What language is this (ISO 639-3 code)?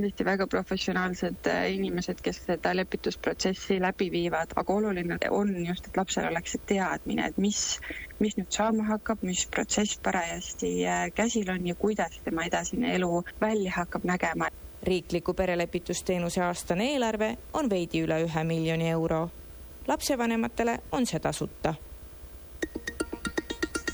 est